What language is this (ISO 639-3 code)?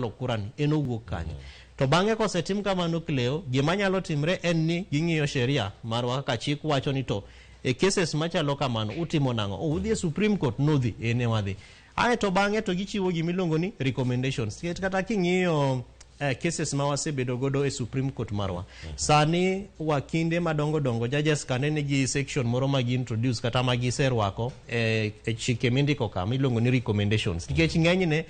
luo